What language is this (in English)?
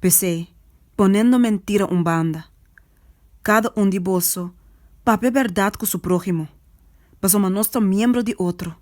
Papiamento